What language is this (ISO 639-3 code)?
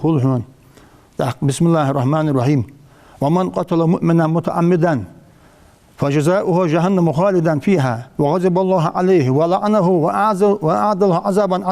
inh